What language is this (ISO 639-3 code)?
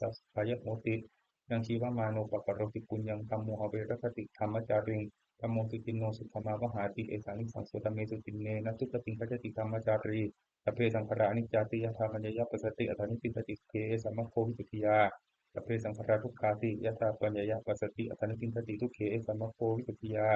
pli